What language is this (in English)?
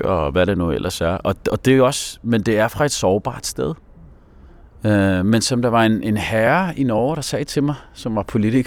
Danish